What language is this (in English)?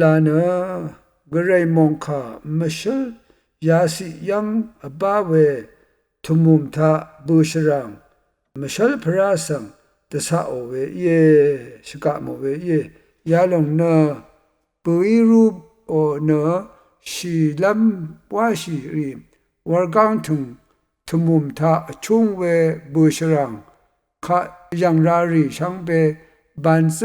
Rawang